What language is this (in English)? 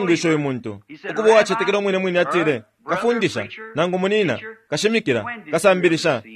Bemba